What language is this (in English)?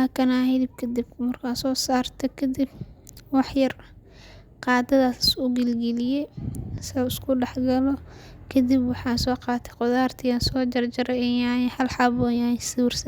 Somali